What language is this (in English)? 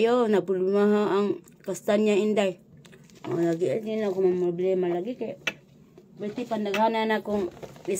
Cebuano